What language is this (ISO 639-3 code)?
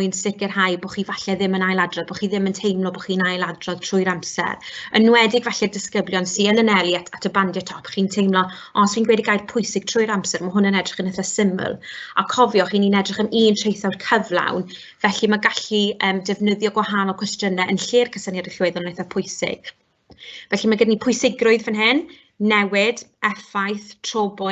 cym